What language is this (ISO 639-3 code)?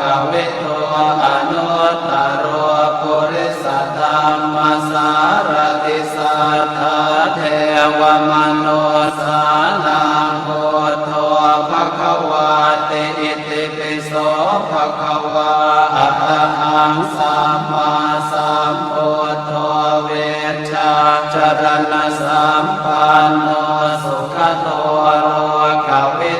pli